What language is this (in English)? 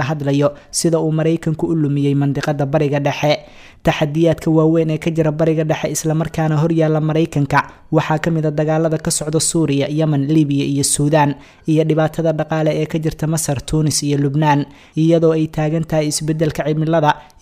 Somali